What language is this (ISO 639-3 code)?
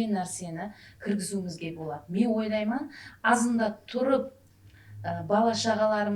kaa